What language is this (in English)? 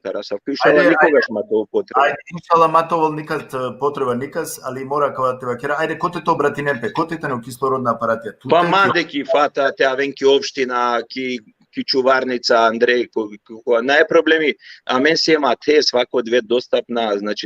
Balkan Romani